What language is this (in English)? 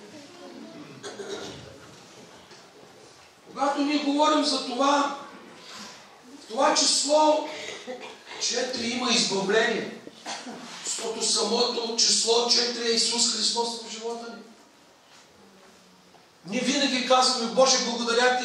Bulgarian